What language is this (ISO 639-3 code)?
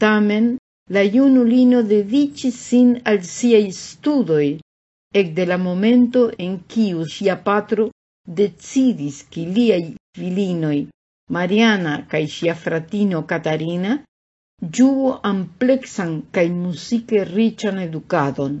epo